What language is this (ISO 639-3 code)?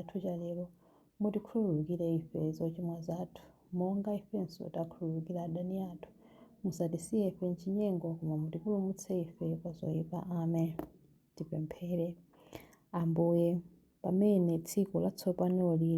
nya